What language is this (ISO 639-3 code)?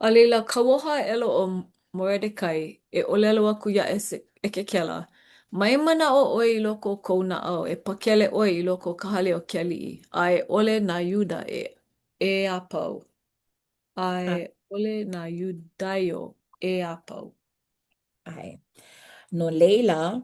haw